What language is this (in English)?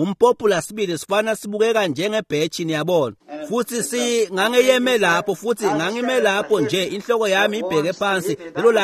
Swati